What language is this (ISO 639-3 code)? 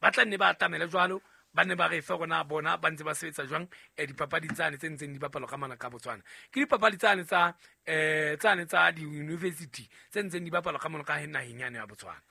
sot